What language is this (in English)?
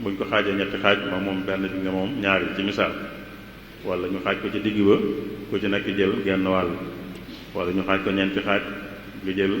Wolof